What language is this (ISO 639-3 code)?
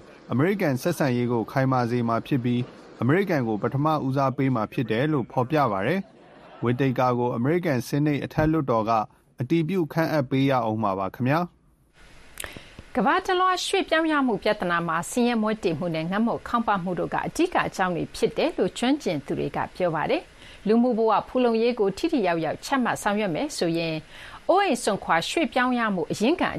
mya